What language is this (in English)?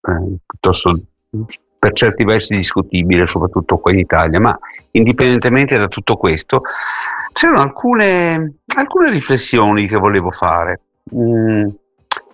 Italian